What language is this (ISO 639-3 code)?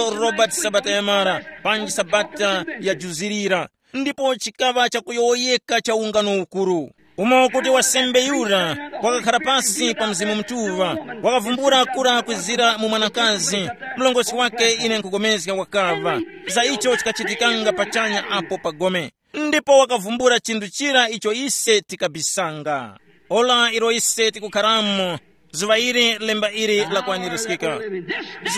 tum